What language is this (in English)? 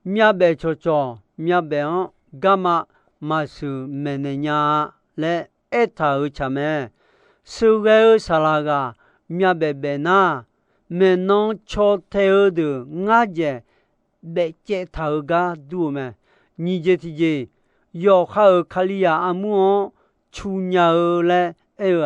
Akha